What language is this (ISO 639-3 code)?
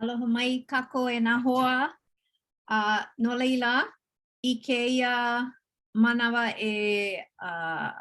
haw